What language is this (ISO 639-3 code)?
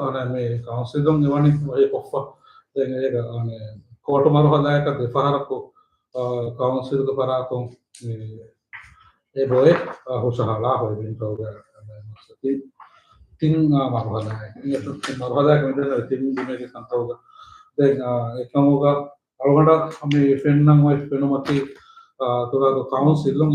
div